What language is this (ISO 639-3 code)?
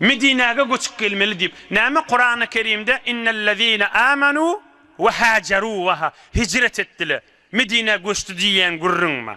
tuk